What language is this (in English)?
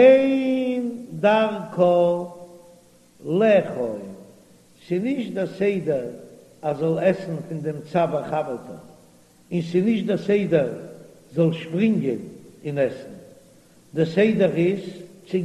Yiddish